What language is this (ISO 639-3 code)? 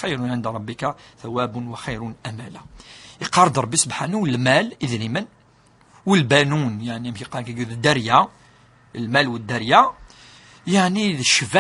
kab